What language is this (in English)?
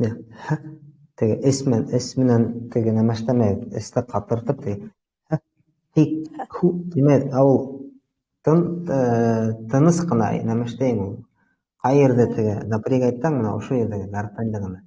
Bashkir